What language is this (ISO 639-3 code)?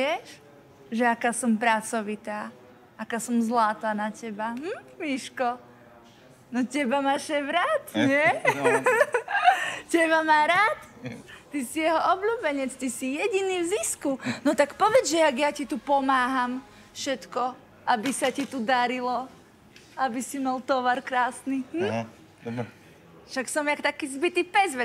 slk